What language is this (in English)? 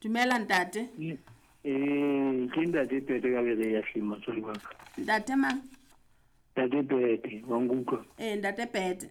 Southern Sotho